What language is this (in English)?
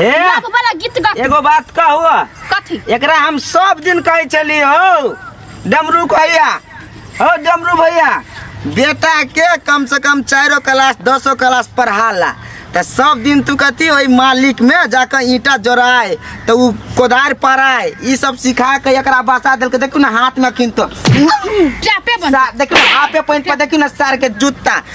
Maithili